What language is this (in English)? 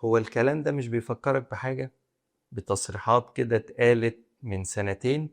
Egyptian Arabic